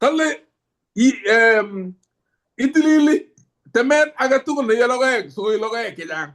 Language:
Kalenjin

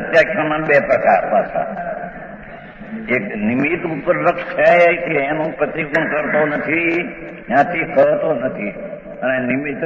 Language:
Gujarati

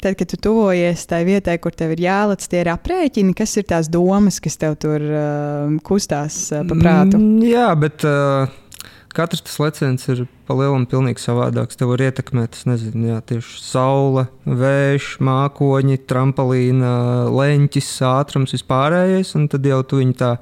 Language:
Latvian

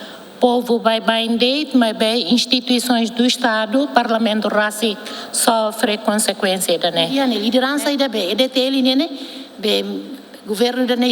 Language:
Tetum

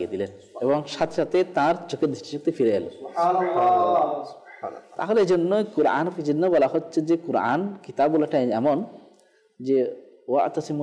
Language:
Bangla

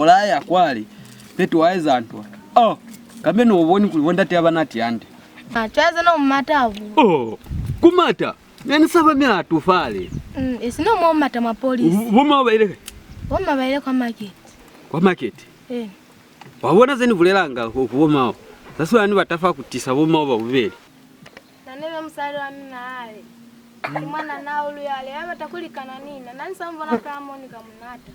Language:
Lozi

